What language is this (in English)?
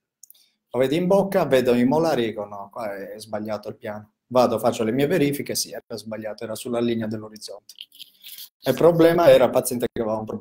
Italian